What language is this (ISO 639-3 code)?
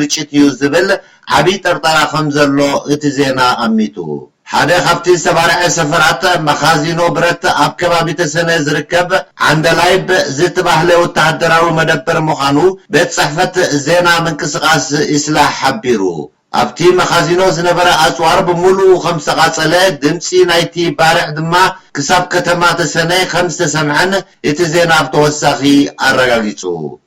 tir